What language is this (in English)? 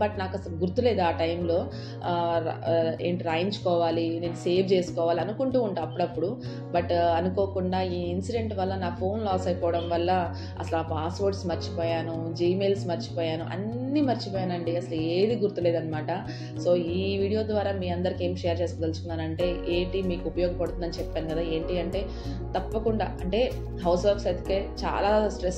Telugu